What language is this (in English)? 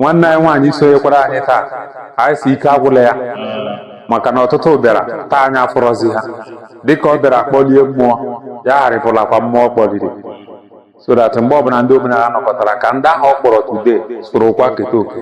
Igbo